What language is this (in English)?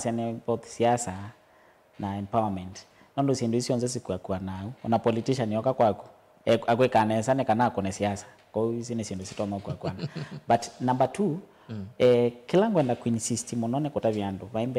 Kamba